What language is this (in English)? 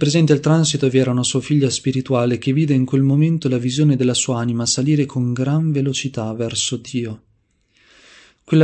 Italian